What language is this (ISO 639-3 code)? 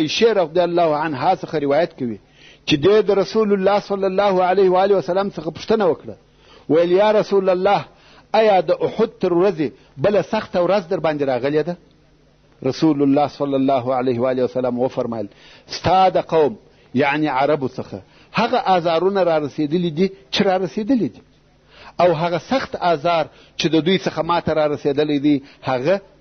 pus